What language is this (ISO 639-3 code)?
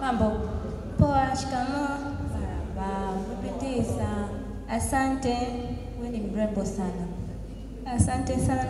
swa